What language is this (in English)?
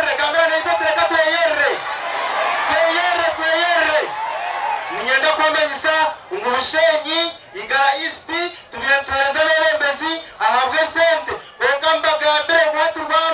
Nyankole